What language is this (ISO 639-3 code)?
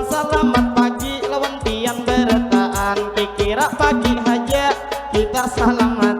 bjn